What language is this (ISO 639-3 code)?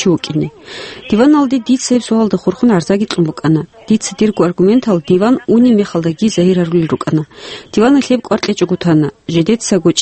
ava